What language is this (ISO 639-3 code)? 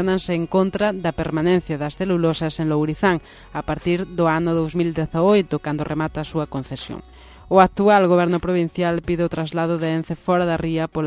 glg